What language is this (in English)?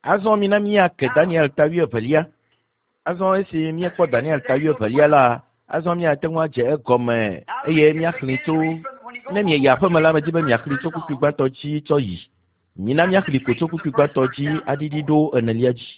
Ewe